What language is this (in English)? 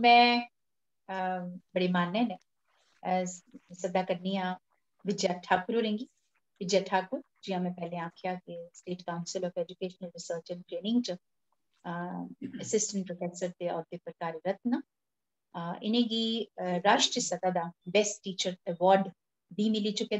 Dogri